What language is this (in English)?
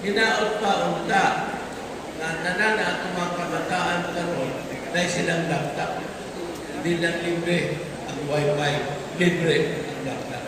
Cebuano